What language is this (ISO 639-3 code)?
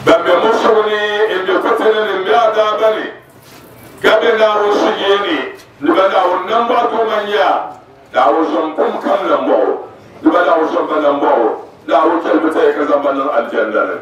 dag